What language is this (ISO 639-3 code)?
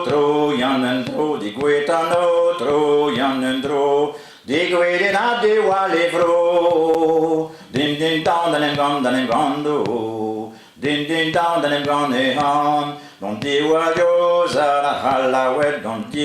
bre